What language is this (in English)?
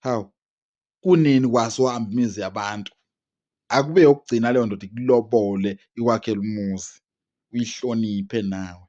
Zulu